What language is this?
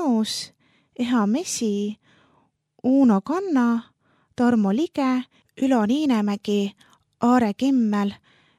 Estonian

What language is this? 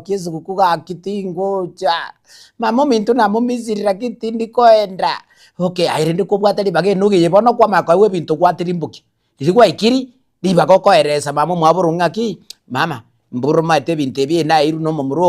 Gusii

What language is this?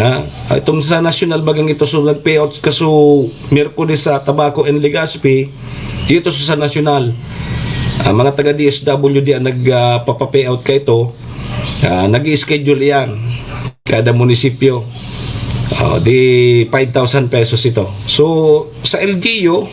Bikol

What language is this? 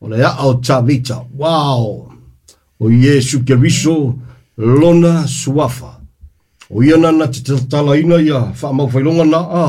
Samoan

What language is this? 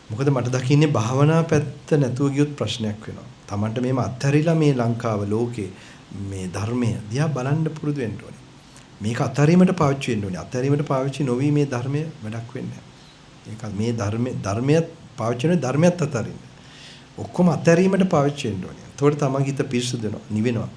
Sinhala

